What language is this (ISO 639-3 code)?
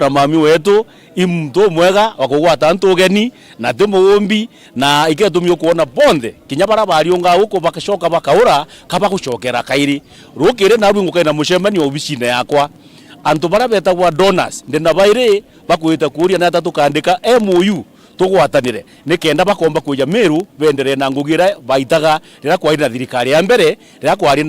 mer